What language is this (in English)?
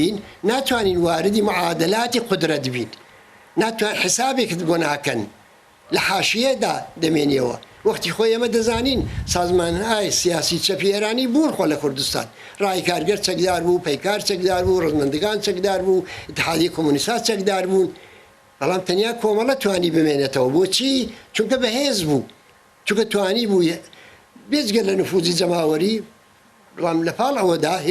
Central Kurdish